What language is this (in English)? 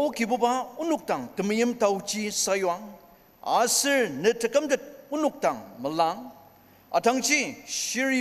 Ao Naga